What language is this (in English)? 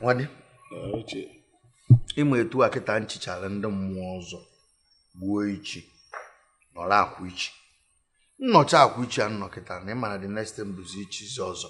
Igbo